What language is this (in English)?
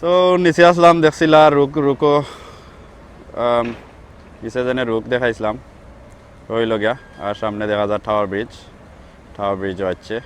Sylheti